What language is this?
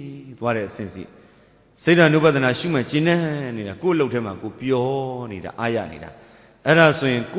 Burmese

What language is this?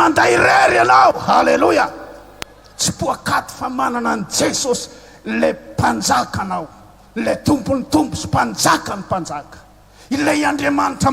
Malagasy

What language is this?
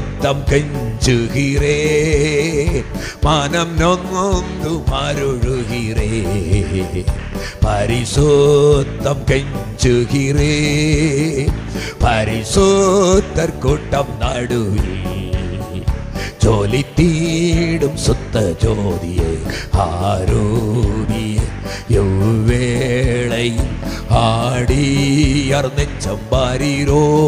Tamil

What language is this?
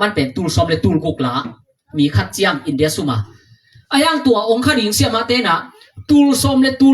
Tedim Chin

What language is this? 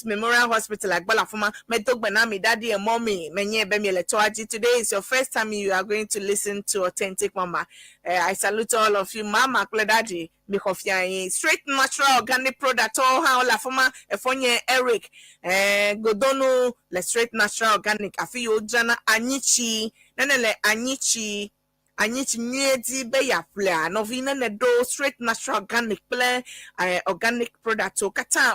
Ewe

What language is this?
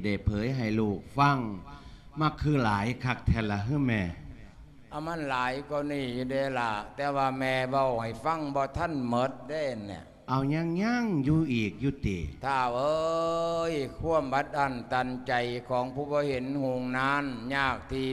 Lao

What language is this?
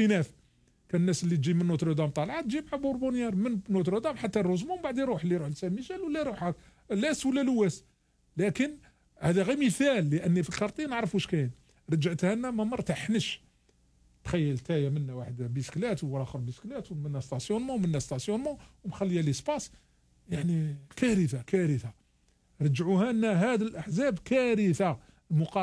Algerian Arabic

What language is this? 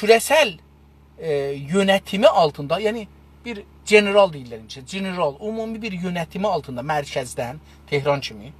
South Azerbaijani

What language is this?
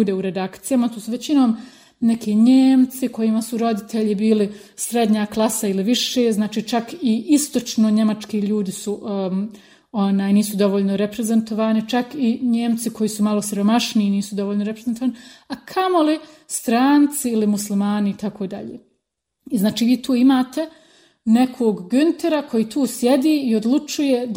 Bosnian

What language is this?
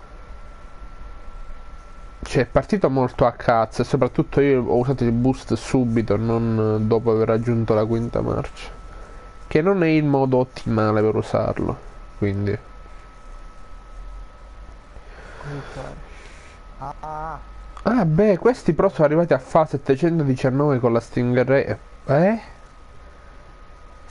Italian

